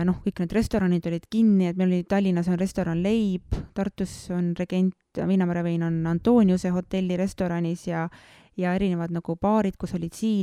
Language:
Estonian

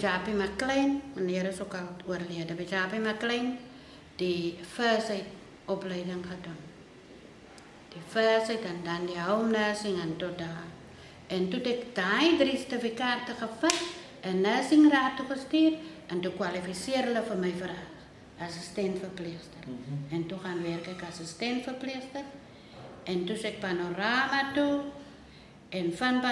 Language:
Afrikaans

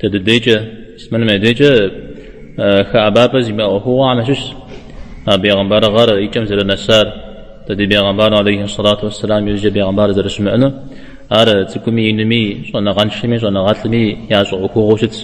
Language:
Kabardian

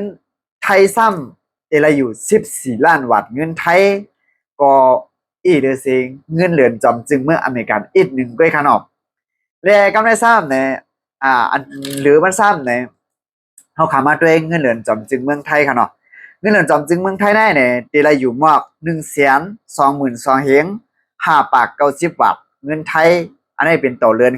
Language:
Shan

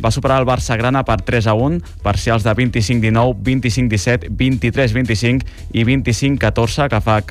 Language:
Catalan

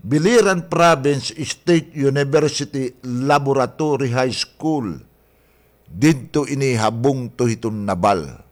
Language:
Waray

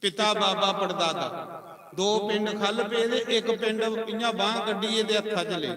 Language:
Dogri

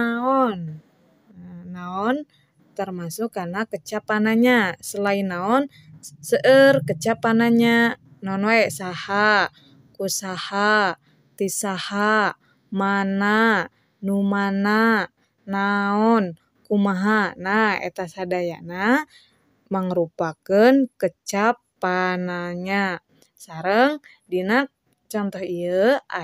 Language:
Sundanese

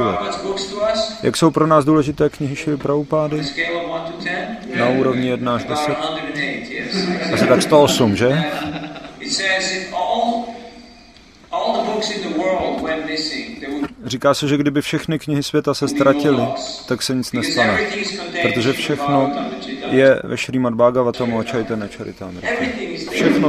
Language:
Czech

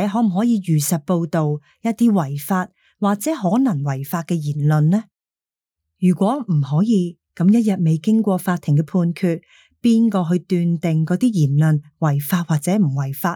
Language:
Cantonese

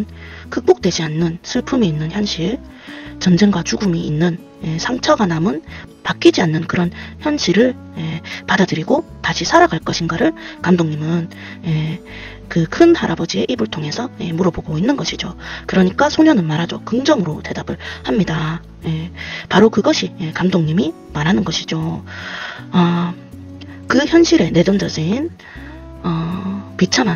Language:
Korean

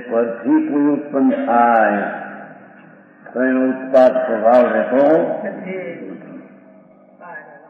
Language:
Gujarati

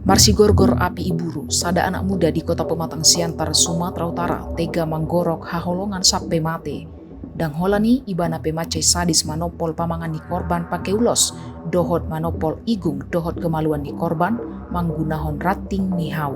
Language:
Batak Toba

